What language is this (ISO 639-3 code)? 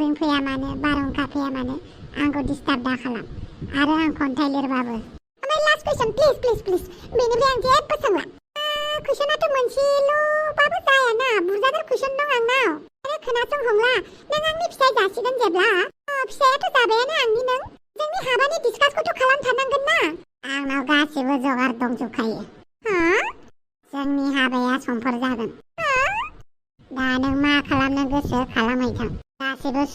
brx